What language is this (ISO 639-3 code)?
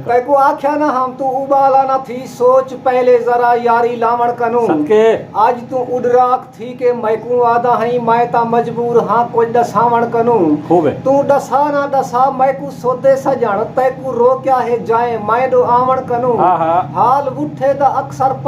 skr